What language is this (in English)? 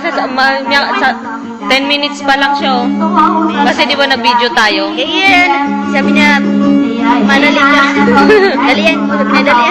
Maranao